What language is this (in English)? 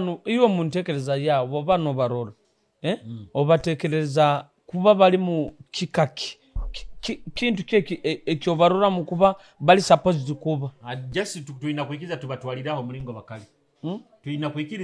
Nyoro